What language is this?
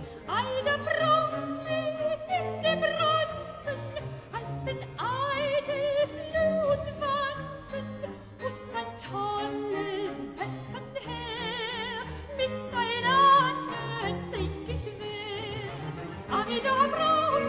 German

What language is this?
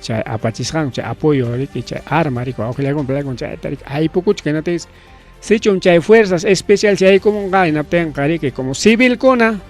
Ayacucho Quechua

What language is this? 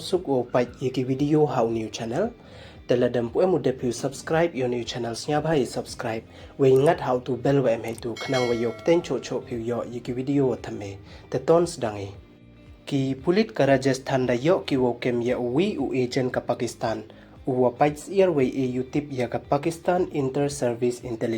Pnar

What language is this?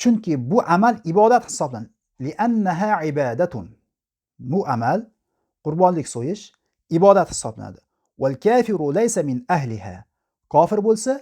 Uzbek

